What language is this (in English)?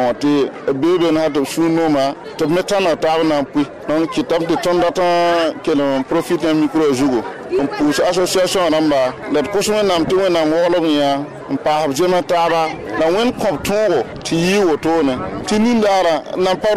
Mossi